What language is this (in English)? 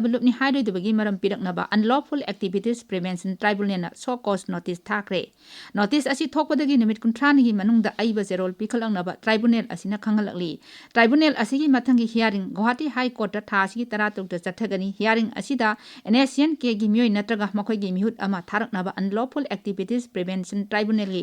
Manipuri